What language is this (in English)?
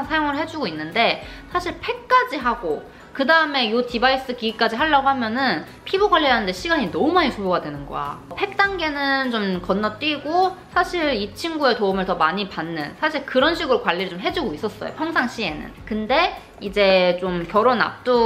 Korean